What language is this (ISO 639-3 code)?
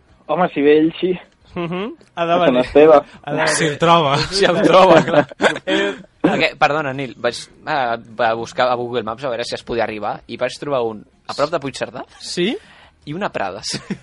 cat